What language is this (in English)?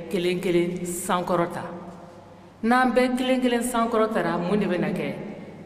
Bambara